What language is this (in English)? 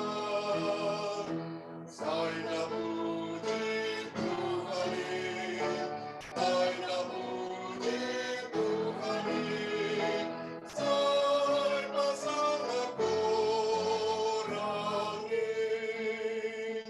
Batak Simalungun